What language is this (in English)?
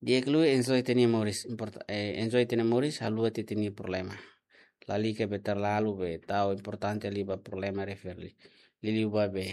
Tetum